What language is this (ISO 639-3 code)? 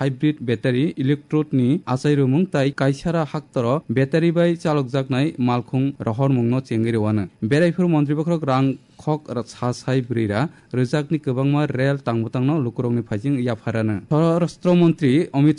trp